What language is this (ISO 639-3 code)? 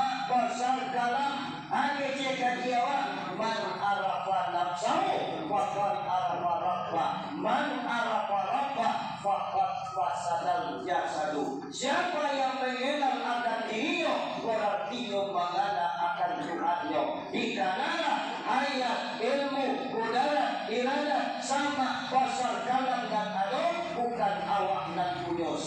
min